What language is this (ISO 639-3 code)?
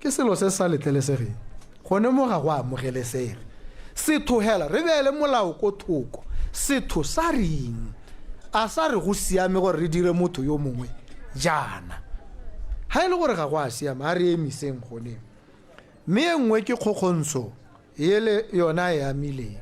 tsn